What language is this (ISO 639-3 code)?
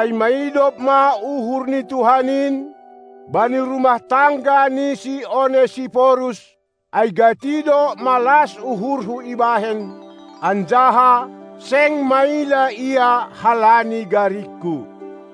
bts